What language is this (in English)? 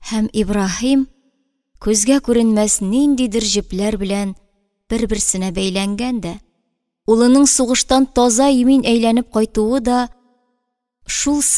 Tatar